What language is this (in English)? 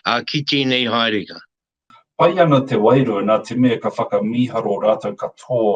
Māori